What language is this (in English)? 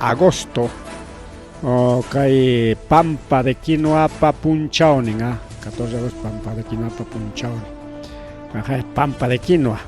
Ayacucho Quechua